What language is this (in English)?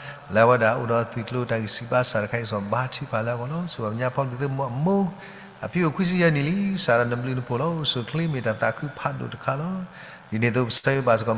S'gaw Karen